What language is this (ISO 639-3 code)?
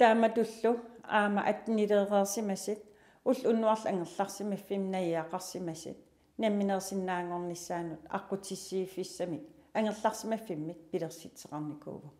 kal